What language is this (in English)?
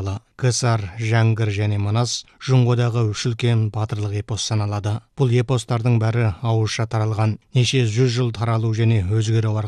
Kazakh